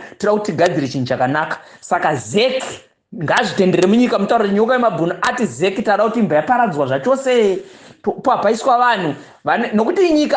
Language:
Shona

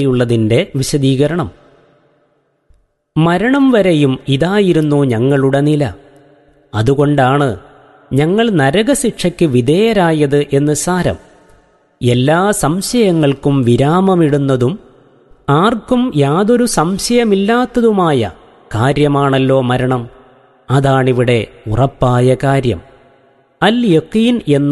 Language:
Malayalam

